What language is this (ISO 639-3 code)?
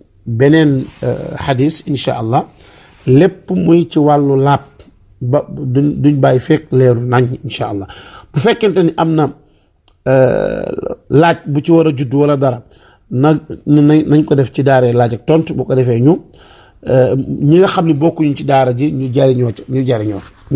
wol